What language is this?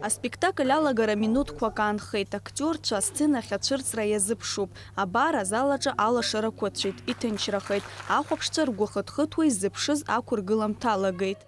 Abkhazian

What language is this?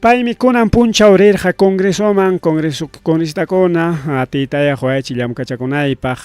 Ayacucho Quechua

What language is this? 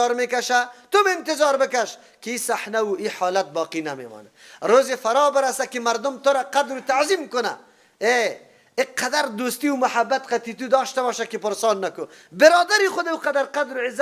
Persian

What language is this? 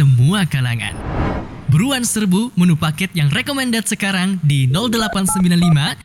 Indonesian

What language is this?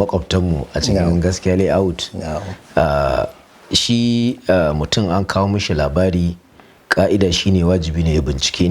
Hausa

